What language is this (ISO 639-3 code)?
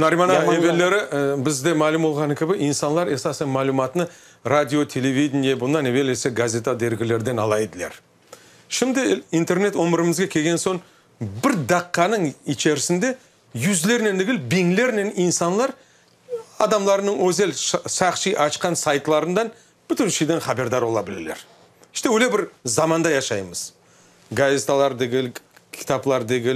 crh